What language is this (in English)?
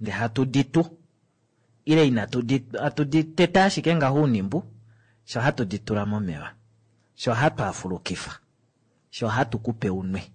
Kuanyama